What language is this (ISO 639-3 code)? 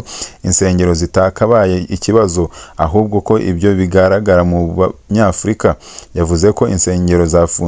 kin